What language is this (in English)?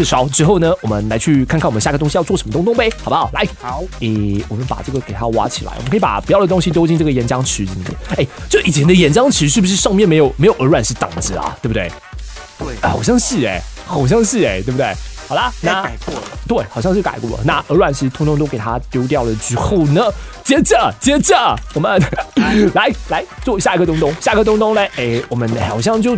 Chinese